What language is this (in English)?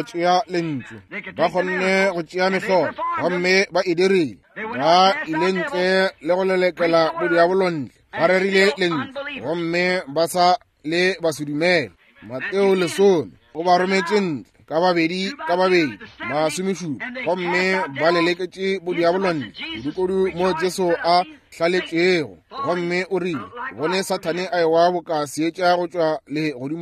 Northern Sotho